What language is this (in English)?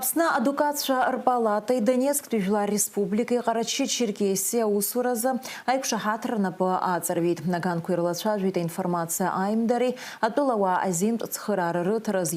Abkhazian